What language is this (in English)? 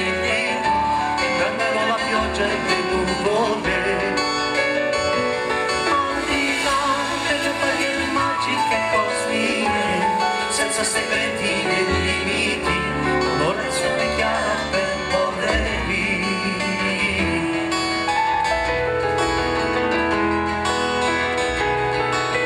Italian